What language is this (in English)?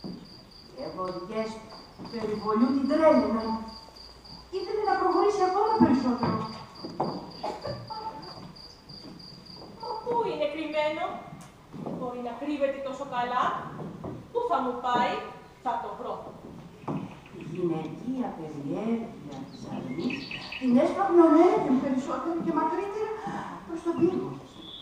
Greek